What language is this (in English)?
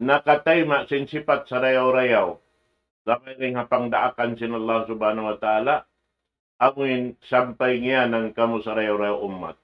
Tausug